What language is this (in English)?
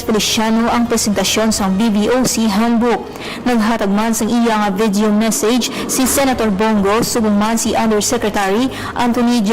Hiligaynon